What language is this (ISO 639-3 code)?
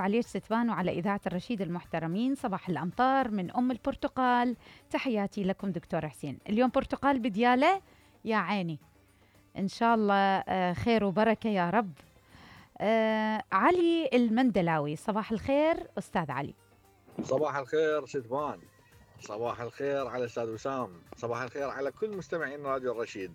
acm